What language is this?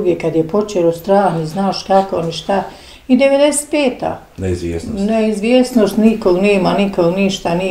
Bosnian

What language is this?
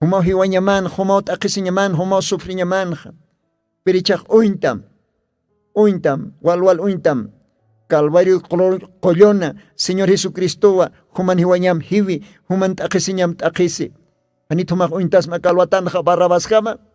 Aymara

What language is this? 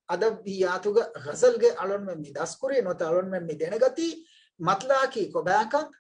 Divehi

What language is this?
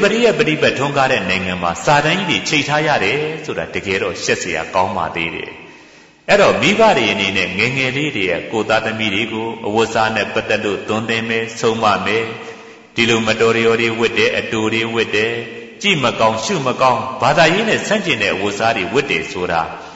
Burmese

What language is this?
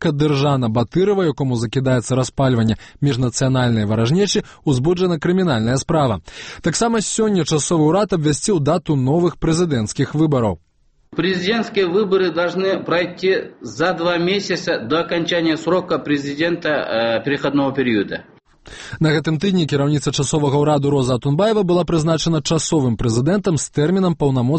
Belarusian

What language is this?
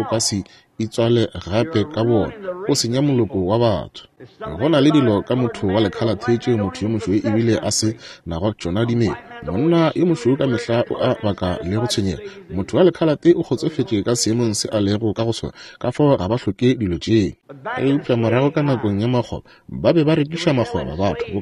Northern Sotho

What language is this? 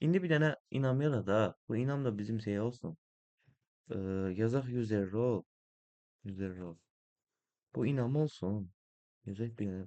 Azerbaijani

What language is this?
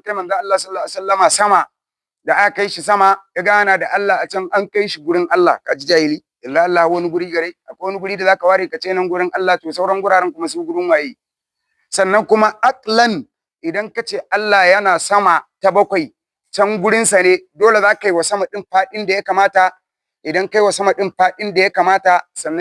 Hausa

